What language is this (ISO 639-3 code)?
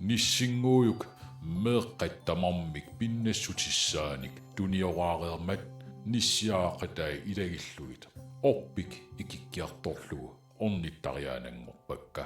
kal